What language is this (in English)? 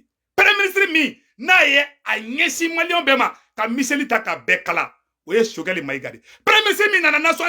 Bambara